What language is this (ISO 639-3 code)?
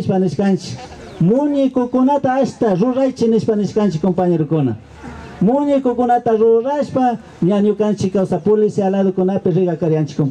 qvi